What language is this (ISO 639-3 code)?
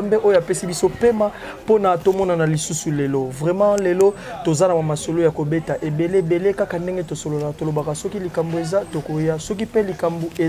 lin